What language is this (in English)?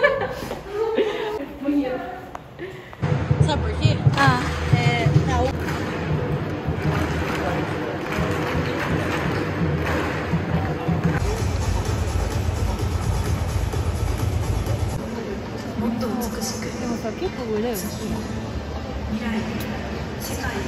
Portuguese